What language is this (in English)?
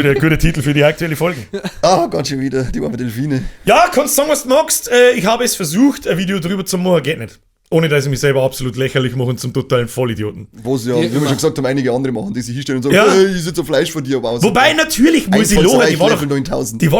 Bavarian